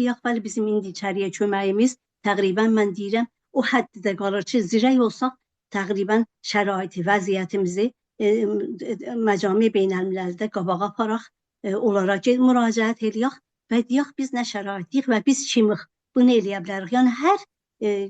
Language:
South Azerbaijani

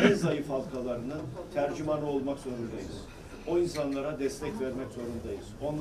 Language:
Turkish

